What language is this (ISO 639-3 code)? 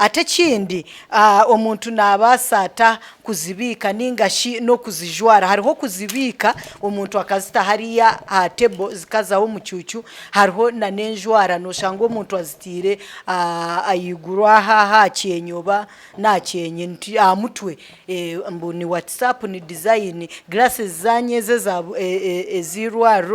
nyn